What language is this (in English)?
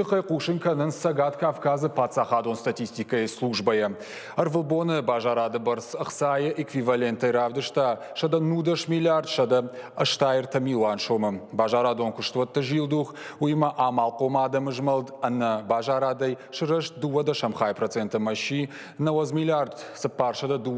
Ossetic